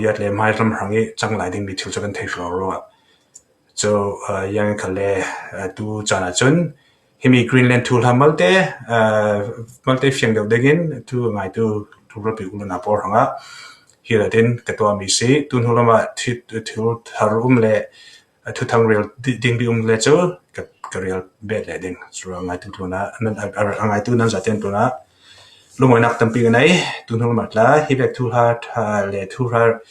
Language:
Falam Chin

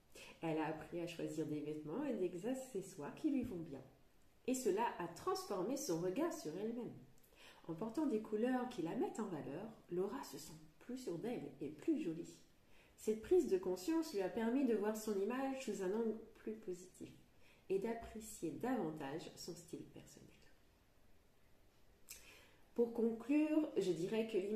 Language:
French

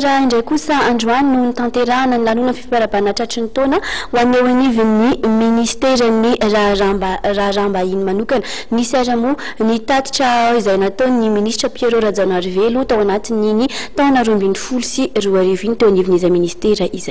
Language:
Malagasy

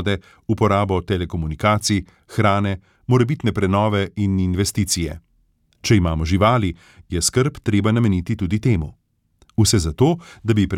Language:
Slovenian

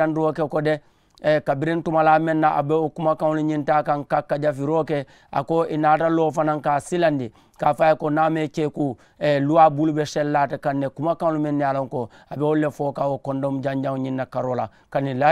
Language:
Mandingo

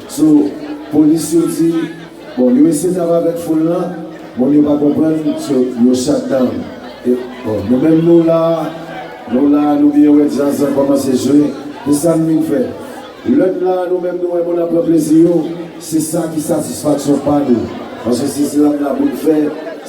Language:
Haitian Creole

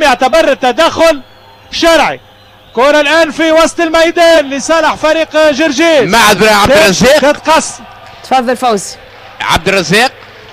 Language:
Tunisian Arabic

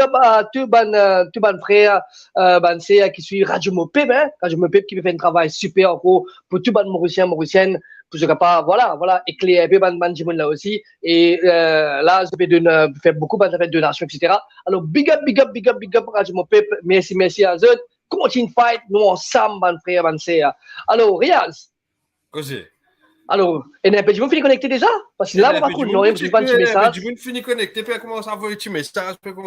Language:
Morisyen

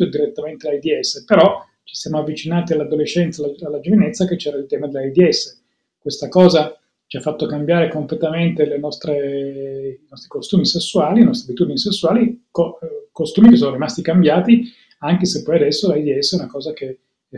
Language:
Italian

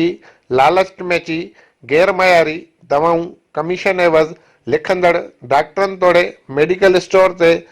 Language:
Sindhi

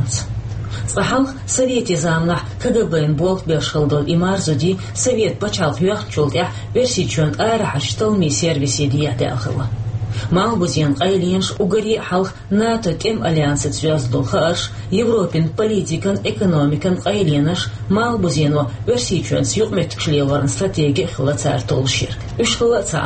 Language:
Chechen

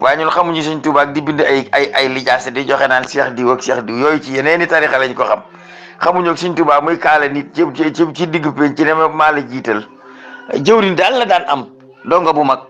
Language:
Wolof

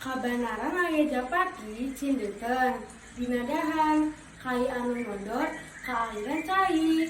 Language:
Sundanese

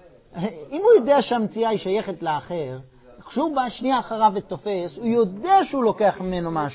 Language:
Hebrew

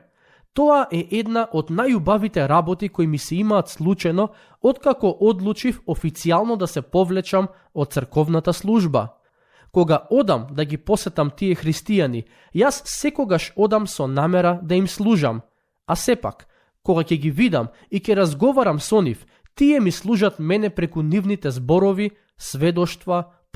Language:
Macedonian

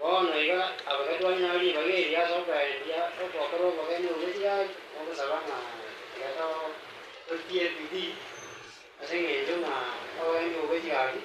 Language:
Gusii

